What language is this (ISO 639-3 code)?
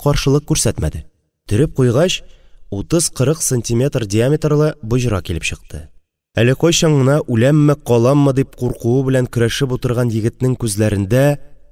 tat